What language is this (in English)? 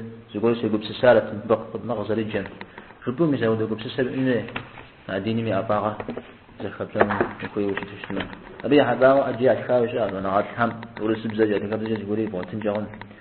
Kabardian